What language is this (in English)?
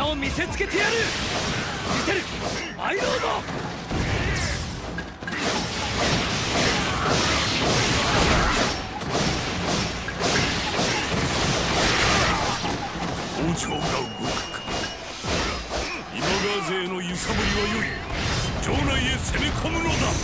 Japanese